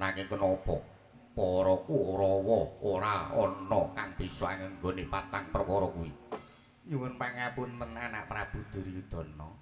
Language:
Javanese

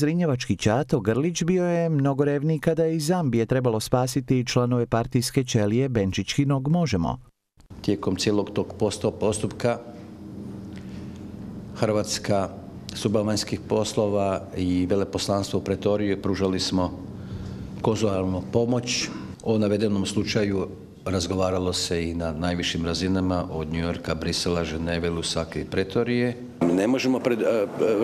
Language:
Croatian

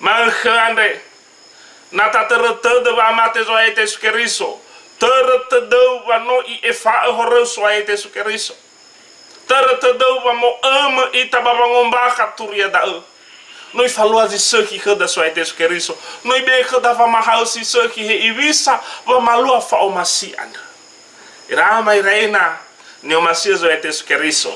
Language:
Nias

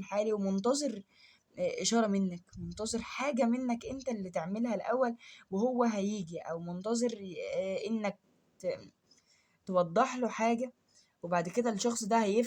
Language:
Egyptian Arabic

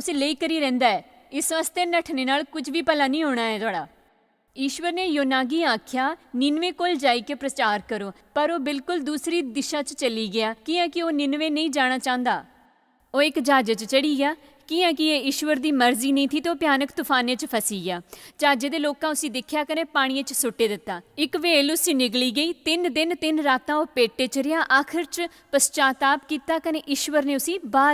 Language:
Dogri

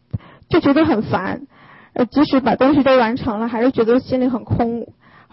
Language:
Chinese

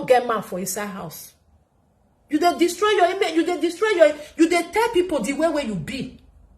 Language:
Nigerian Pidgin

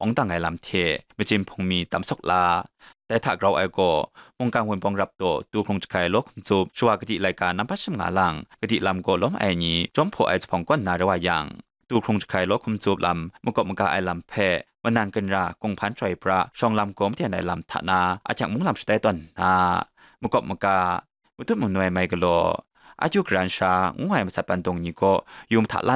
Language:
Kachin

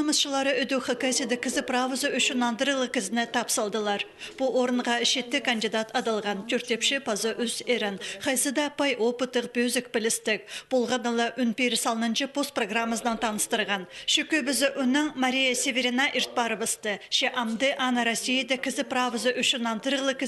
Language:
Khakas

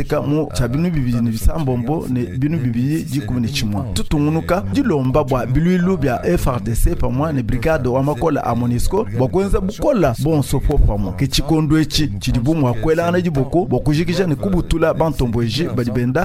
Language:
Luba-Lulua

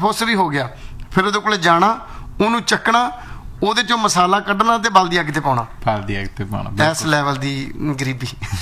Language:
Punjabi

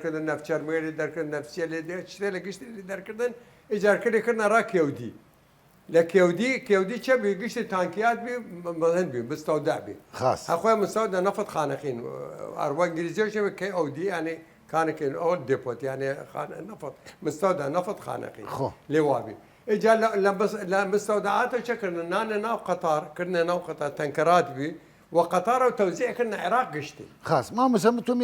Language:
Southern Kurdish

